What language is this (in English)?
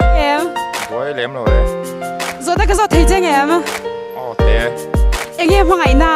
Mizo